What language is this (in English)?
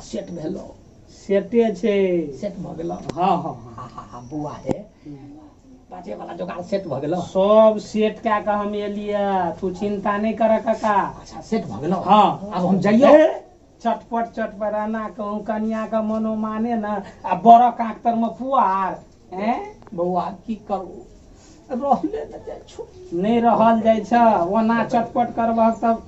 Maithili